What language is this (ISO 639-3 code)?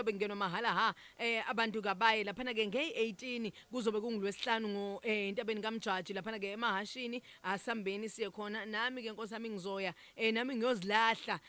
zul